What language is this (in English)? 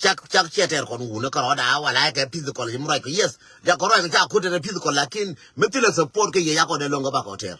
Nuer